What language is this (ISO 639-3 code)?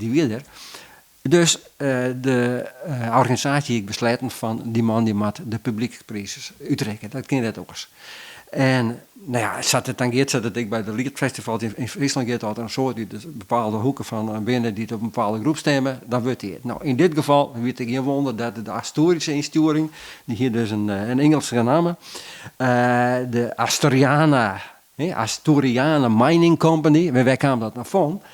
fry